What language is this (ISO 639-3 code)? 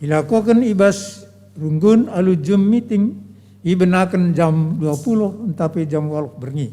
btx